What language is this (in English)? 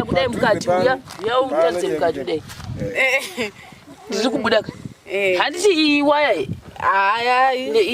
Shona